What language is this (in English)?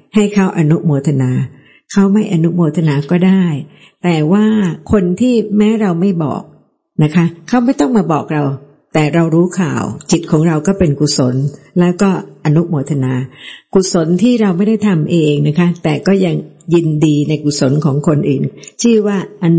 Thai